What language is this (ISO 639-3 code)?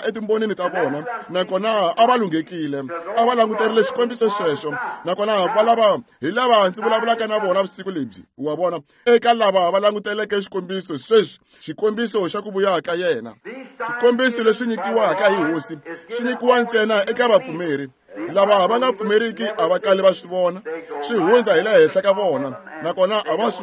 tso